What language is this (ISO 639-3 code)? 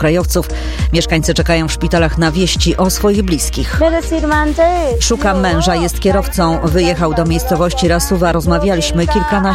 pol